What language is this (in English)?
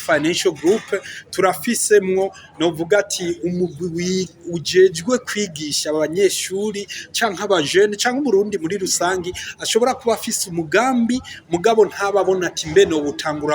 Rundi